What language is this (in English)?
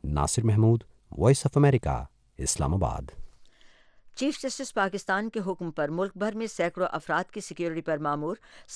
Urdu